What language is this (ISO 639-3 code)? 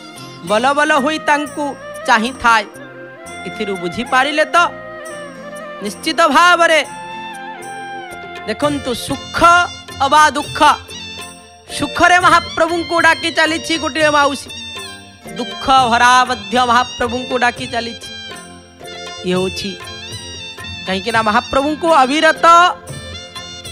ori